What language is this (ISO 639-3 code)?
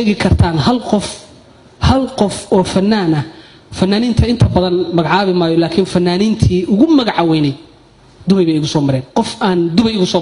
som